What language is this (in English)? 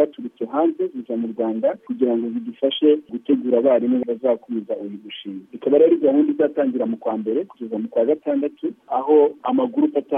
Kinyarwanda